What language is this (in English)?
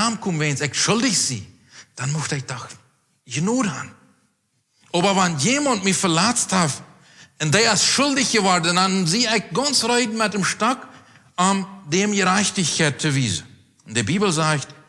Plautdietsch